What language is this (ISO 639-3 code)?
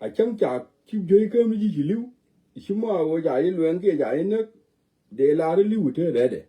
nus